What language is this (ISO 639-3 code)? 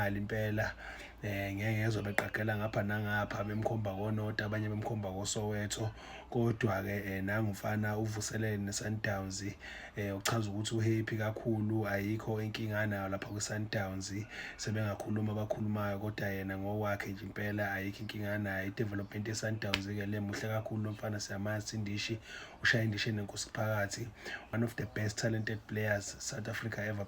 zul